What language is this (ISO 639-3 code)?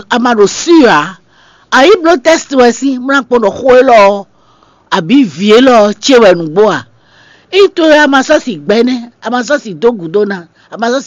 fon